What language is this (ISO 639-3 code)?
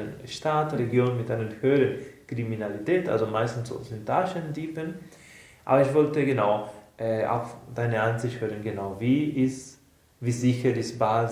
gsw